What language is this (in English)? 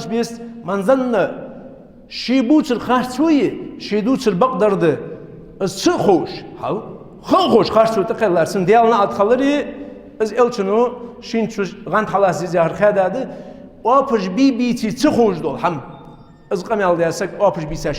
Ingush